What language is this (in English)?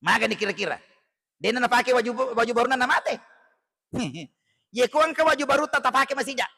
Buginese